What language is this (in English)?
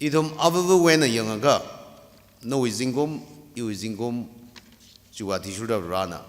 Tangkhul Naga (India)